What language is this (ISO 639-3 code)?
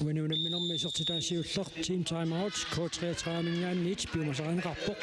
kal